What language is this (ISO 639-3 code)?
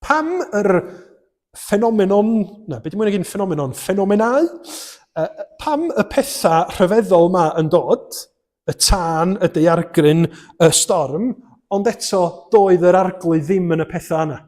cym